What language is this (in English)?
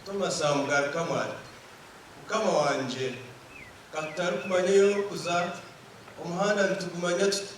Nyankole